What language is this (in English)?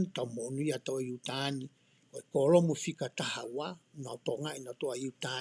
Tongan